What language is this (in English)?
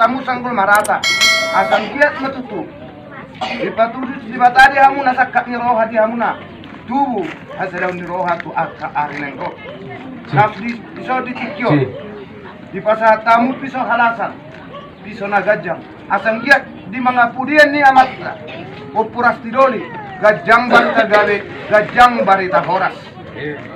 Batak Toba